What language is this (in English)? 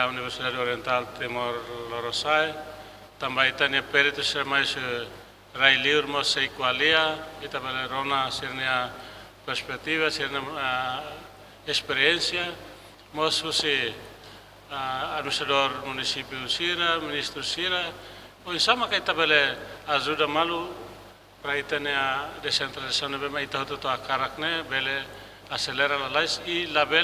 Tetum